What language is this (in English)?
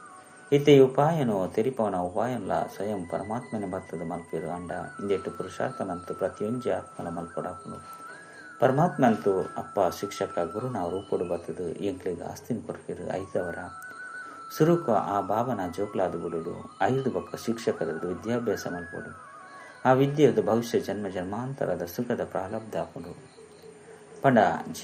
Tulu